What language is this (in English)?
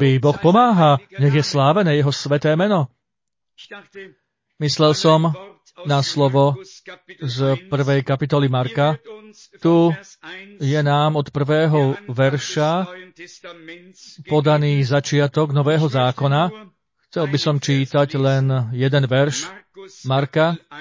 Slovak